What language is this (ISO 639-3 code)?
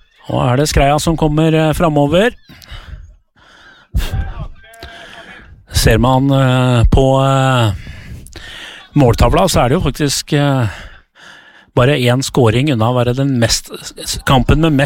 nor